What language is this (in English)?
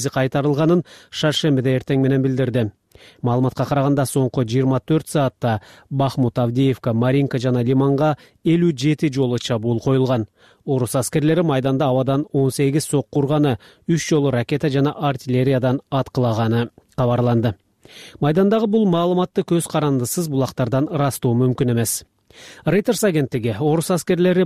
Kyrgyz